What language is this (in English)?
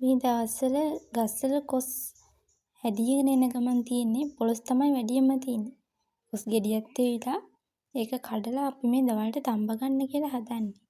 Sinhala